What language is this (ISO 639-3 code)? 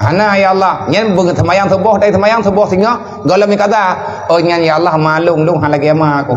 ace